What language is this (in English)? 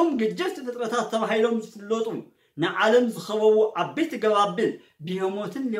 Tigrinya